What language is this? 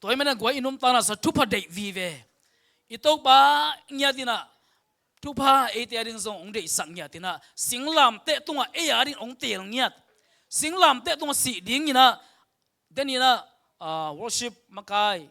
Tedim Chin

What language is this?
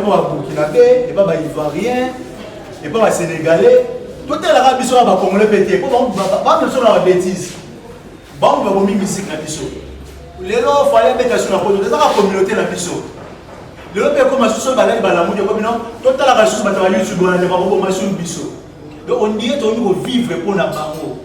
Lingala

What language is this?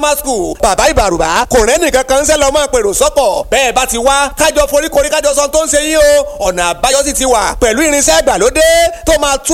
Yoruba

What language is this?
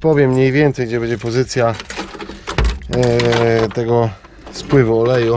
Polish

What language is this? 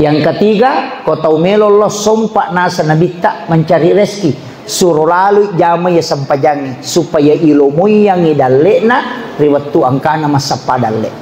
Buginese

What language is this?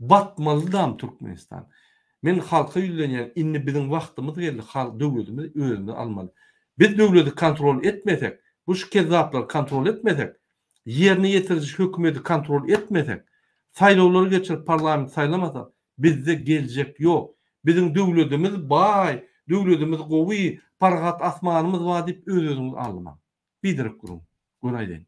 Turkmen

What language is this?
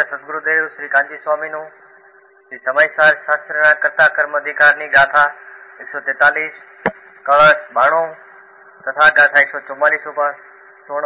Gujarati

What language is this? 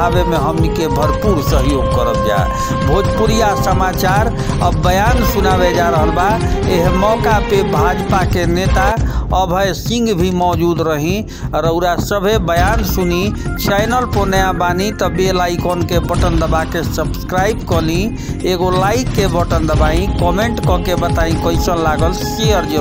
Bhojpuri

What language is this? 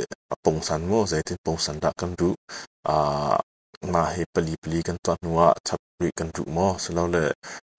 Hakha Chin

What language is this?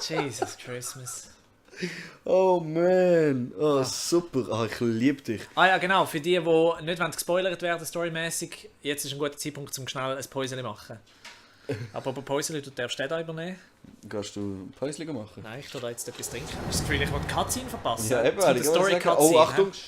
Swiss German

